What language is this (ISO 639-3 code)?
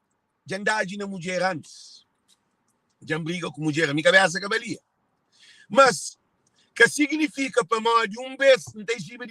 kea